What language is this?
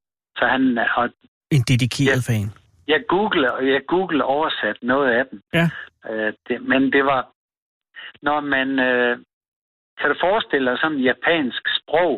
Danish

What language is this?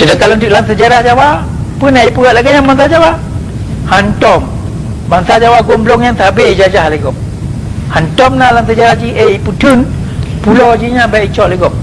Achinese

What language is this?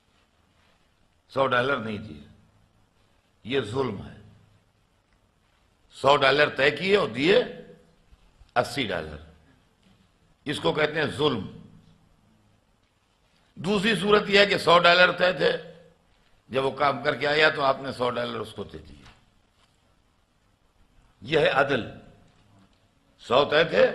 Urdu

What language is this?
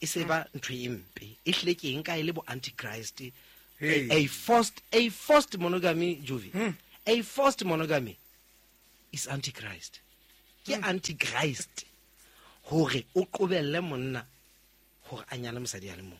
Southern Sotho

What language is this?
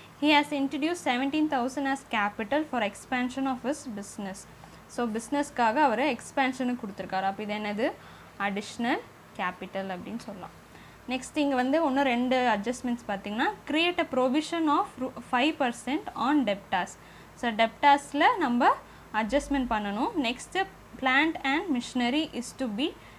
Tamil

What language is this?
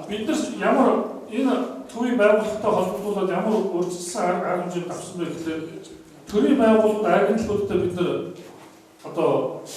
Mongolian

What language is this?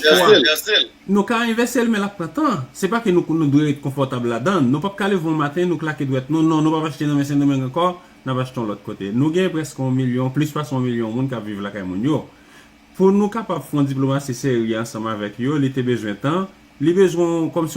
Haitian Creole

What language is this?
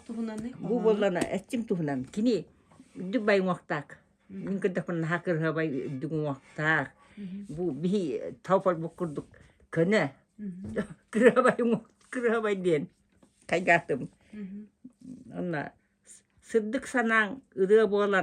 Yakut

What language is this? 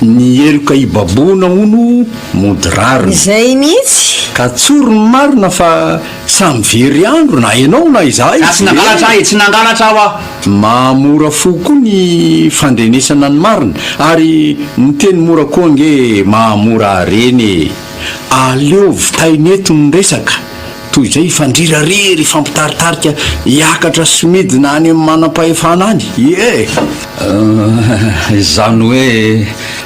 Malagasy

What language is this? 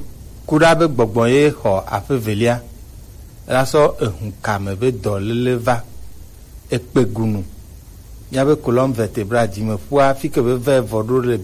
Gen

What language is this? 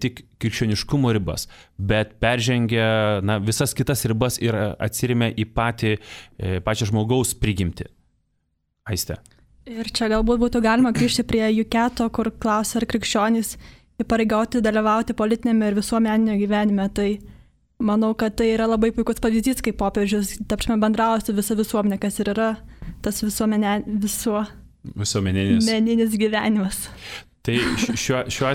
Lithuanian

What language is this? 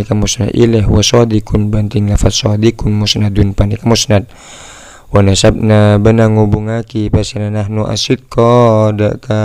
Madurese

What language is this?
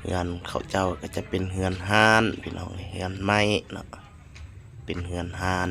Lao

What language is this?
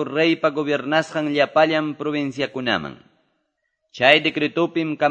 Quechua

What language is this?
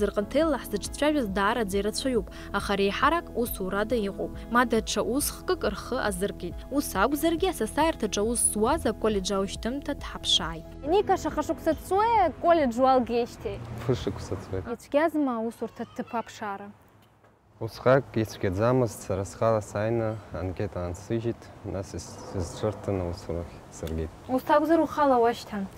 Abkhazian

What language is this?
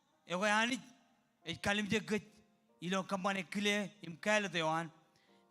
Marshallese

